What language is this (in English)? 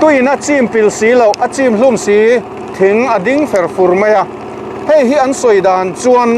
Mizo